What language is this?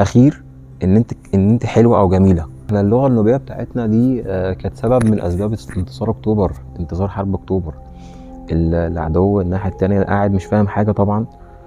Egyptian Arabic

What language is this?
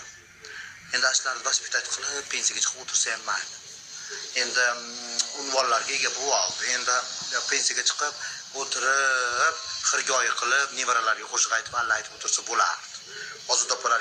Uzbek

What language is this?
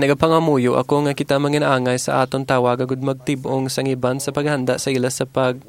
Hiligaynon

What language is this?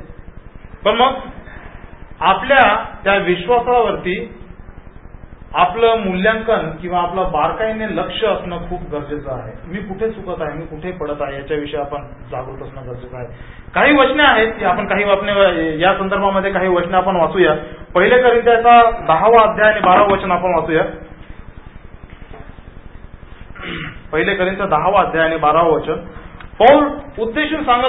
Marathi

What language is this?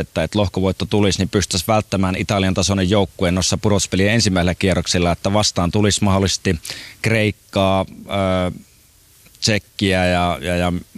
Finnish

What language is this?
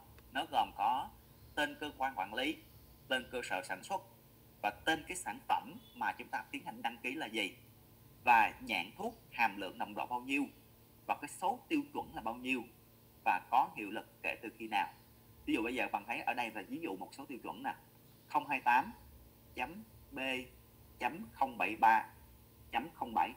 Vietnamese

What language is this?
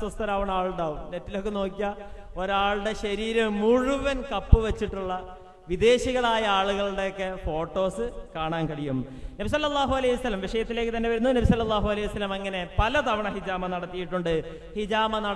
Malayalam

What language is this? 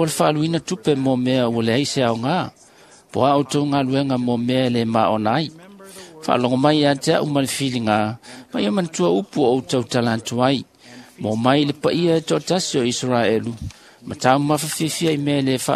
Samoan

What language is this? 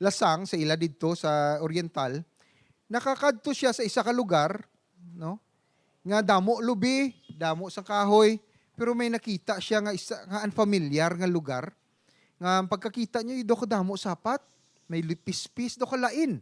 Hiligaynon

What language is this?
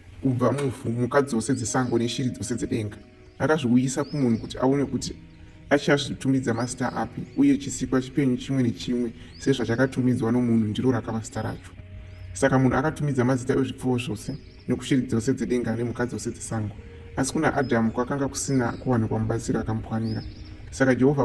Shona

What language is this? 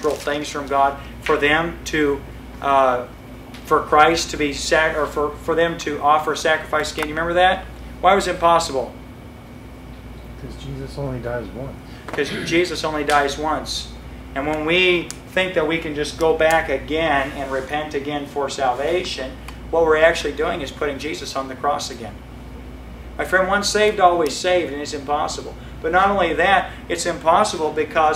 English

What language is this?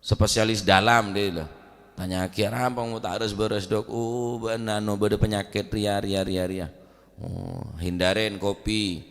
Madurese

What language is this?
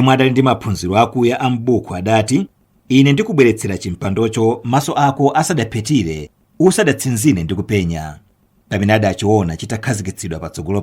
Nyanja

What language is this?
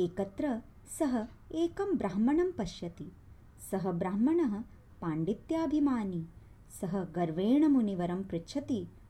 Sanskrit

